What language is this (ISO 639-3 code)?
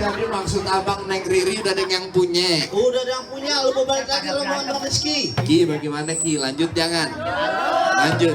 bew